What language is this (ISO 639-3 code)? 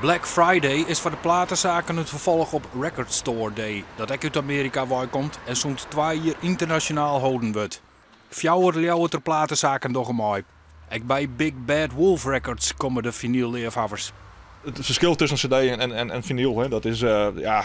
fry